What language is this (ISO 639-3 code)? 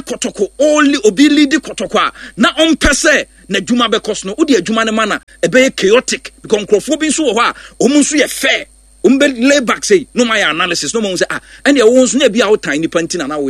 aka